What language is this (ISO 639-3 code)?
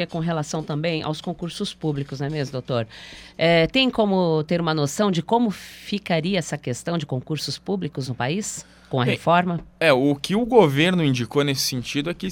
por